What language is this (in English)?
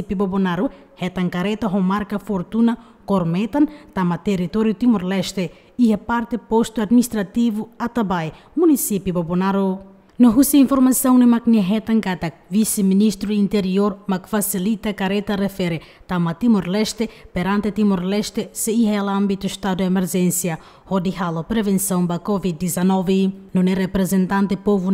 Tetum